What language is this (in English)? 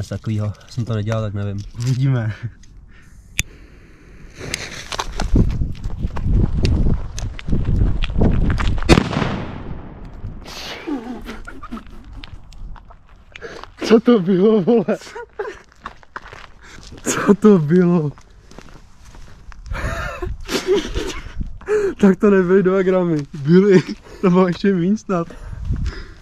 Czech